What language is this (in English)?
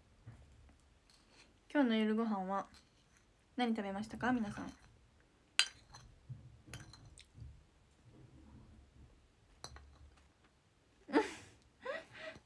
Japanese